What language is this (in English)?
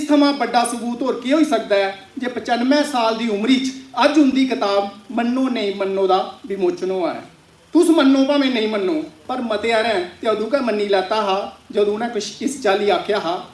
Dogri